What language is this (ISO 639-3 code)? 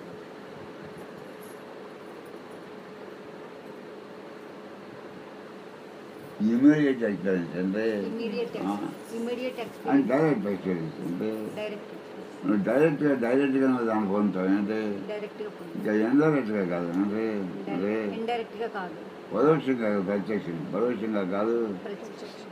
tel